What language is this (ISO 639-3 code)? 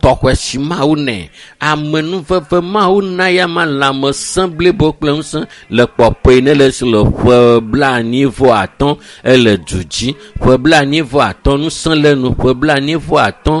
ewe